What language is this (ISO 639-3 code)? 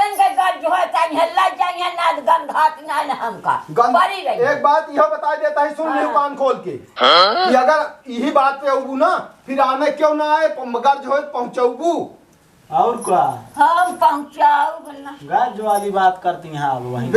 awa